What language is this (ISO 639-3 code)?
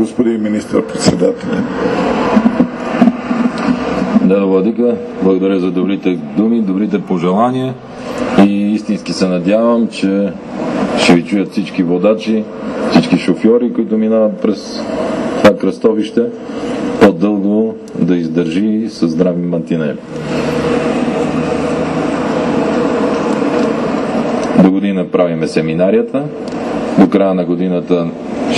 bul